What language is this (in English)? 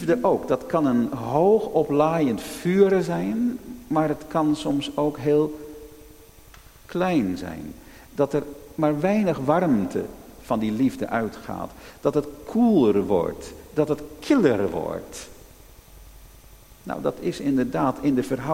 Dutch